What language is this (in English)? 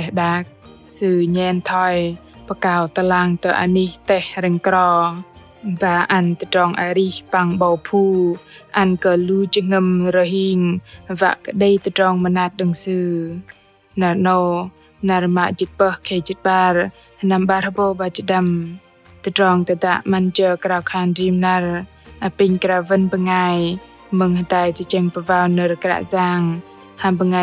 Bahnar